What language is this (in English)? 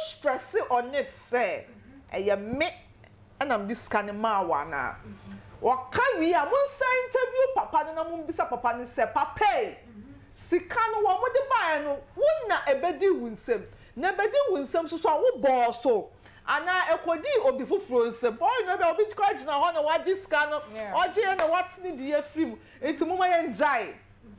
Akan